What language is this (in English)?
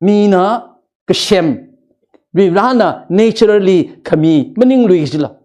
Tangkhul Naga (India)